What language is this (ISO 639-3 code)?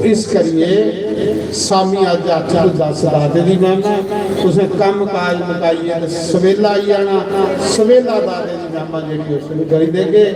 doi